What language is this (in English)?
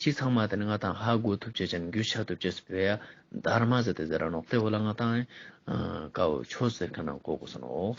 Ladakhi